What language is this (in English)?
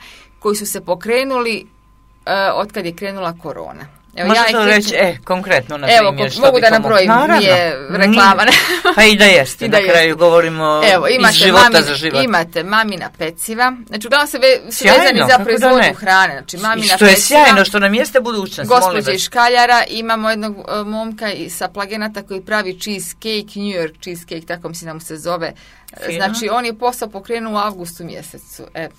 Serbian